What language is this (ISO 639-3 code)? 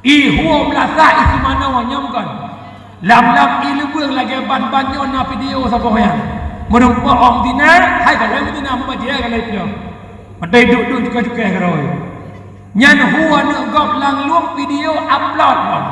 ace